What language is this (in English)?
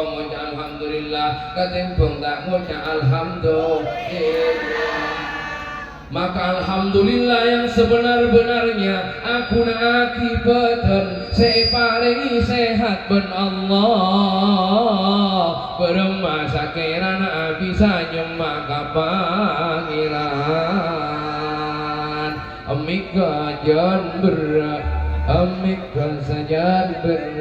Madurese